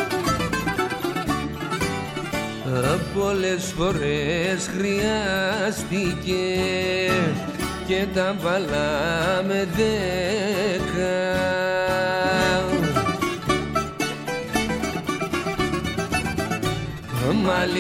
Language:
Greek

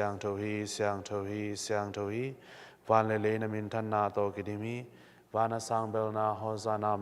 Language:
Tedim Chin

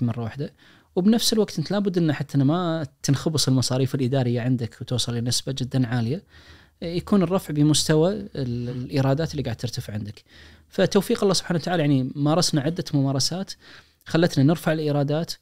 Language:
Najdi Arabic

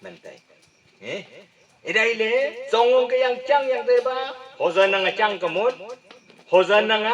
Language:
Wancho Naga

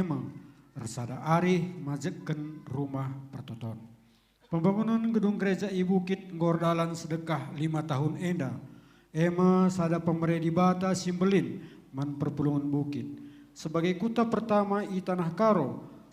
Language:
Batak Karo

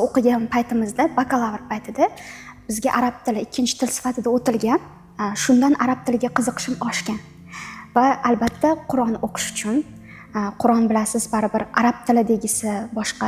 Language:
Uzbek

